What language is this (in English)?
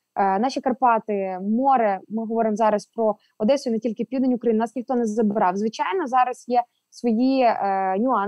Ukrainian